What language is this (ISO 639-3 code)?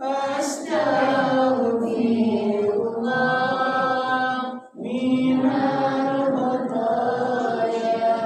min